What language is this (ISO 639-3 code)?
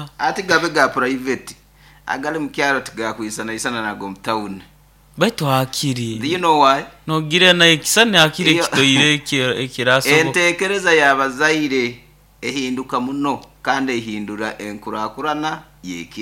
nyo